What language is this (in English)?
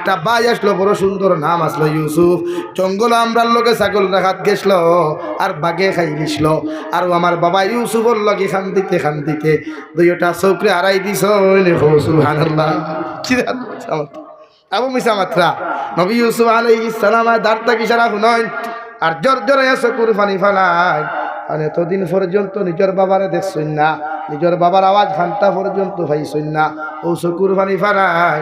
Sylheti